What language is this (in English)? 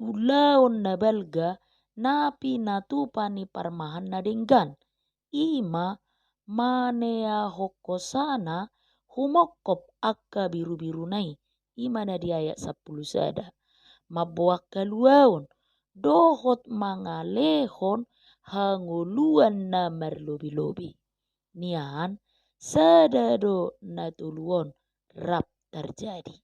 Batak Toba